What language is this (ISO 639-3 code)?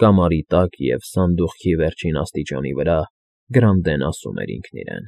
hye